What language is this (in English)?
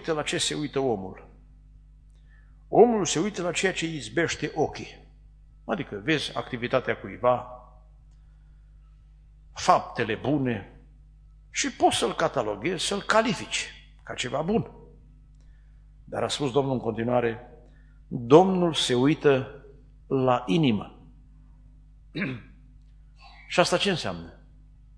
Romanian